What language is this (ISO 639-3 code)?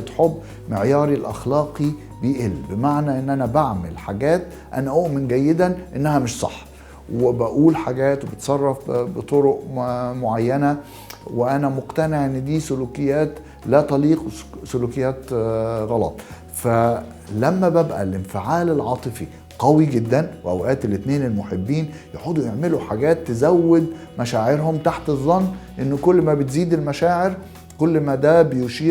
arz